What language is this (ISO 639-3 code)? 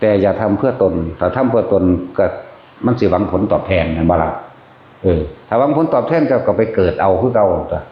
tts